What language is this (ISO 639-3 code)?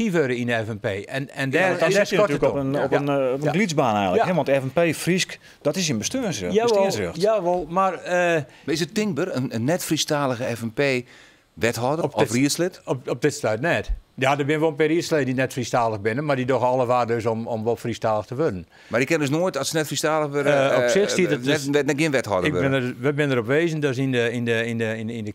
fry